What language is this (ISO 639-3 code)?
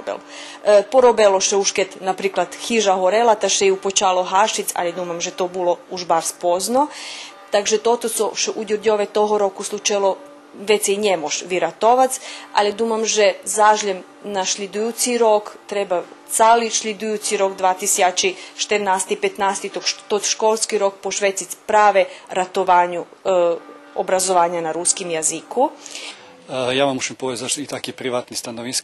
rue